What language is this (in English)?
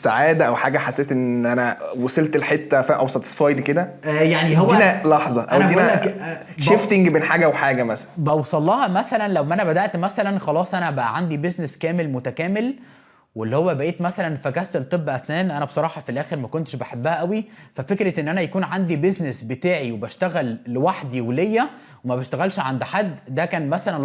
Egyptian Arabic